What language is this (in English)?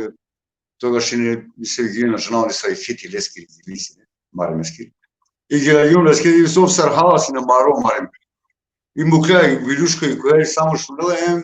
Balkan Romani